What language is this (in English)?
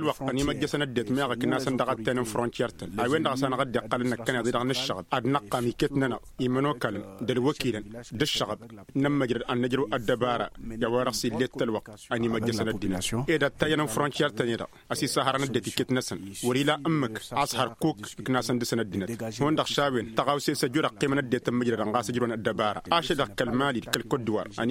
Tamasheq